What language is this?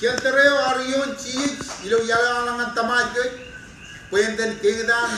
Marshallese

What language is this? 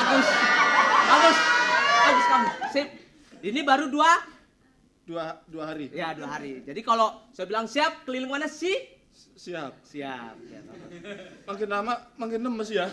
Betawi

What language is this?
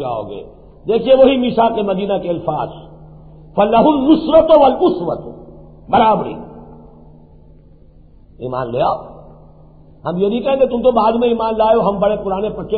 Urdu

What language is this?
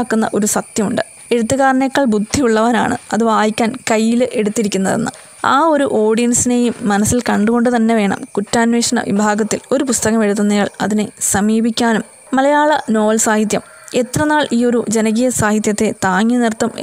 Malayalam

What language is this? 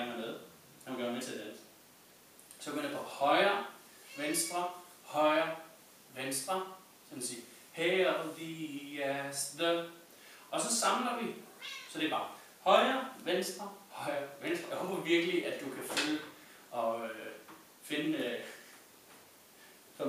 Danish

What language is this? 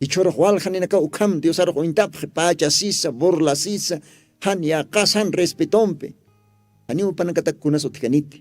Aymara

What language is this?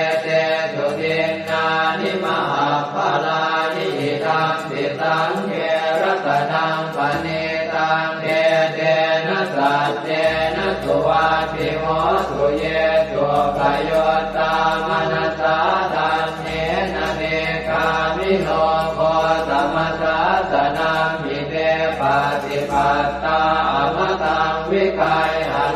Pali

